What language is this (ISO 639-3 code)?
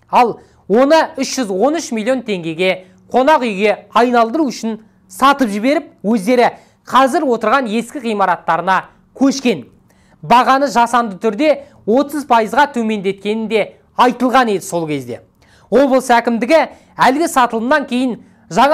kaz